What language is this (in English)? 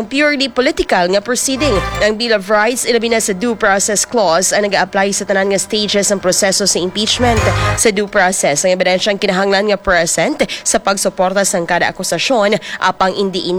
Hiligaynon